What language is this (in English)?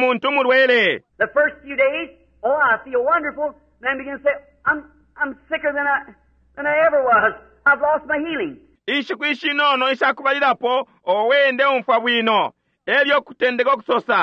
Bemba